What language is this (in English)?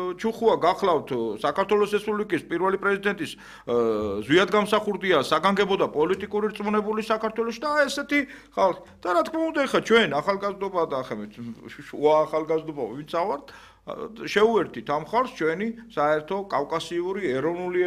Georgian